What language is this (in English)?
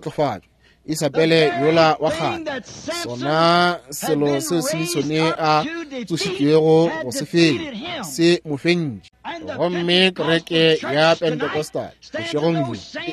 Northern Sotho